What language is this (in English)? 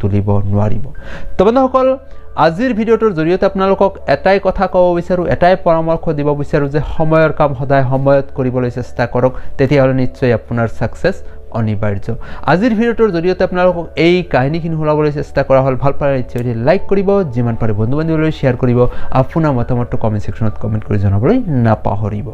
Assamese